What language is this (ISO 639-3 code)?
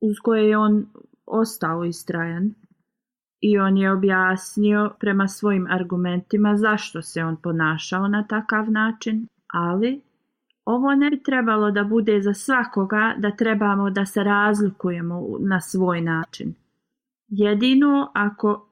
bos